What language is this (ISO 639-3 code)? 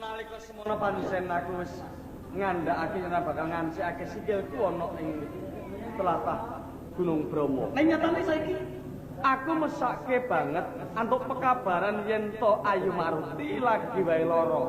jav